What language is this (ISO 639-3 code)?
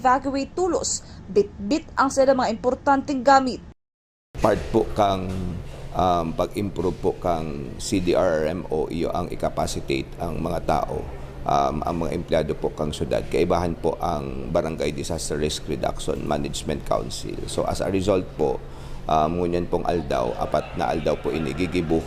bik